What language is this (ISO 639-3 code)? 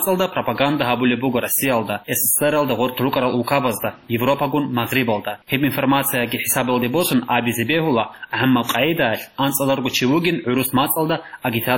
ava